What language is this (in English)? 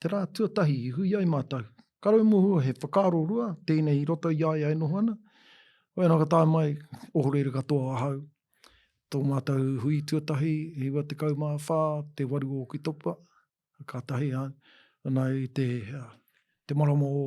Māori